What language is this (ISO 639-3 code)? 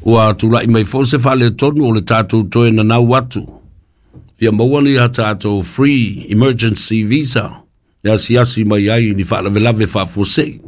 smo